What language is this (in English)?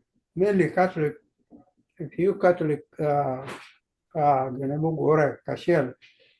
Acoli